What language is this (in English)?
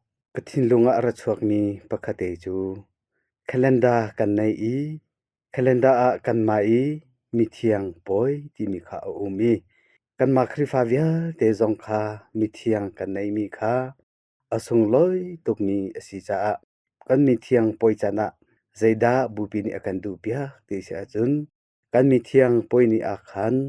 Hakha Chin